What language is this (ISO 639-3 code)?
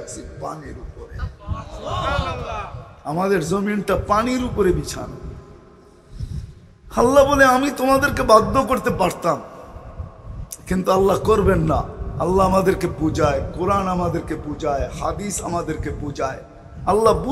ben